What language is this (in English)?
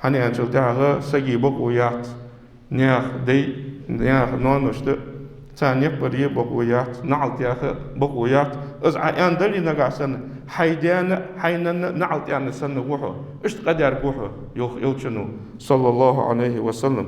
Ingush